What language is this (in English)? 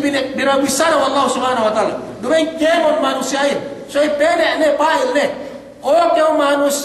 Yakan